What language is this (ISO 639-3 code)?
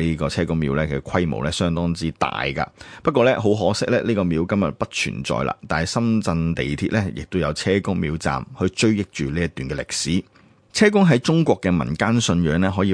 yue